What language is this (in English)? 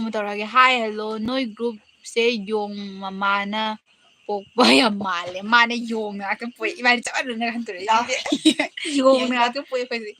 Manipuri